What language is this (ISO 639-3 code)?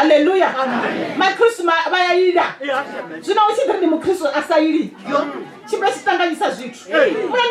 ven